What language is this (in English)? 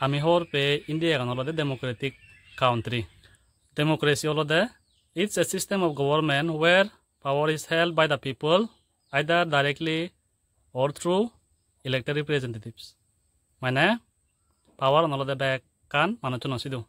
Chakma